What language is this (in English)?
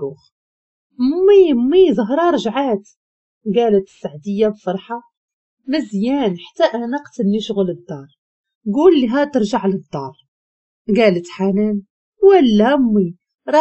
Moroccan Arabic